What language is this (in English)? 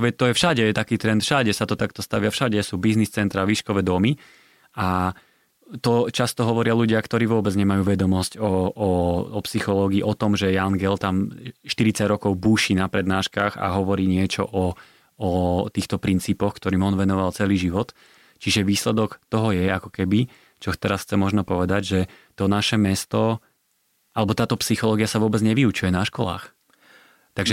Slovak